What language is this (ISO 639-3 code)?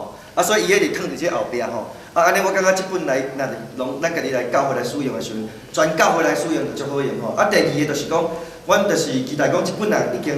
nan